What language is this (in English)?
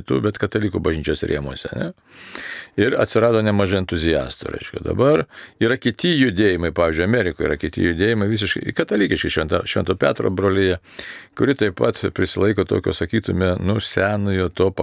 Lithuanian